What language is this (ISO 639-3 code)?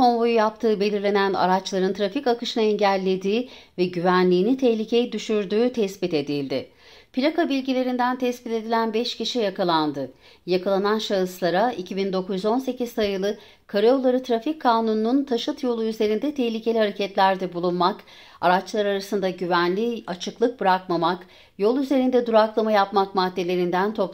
tur